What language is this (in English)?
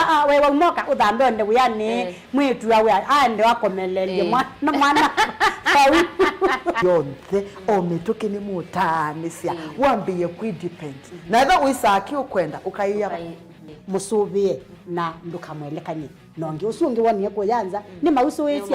Kamba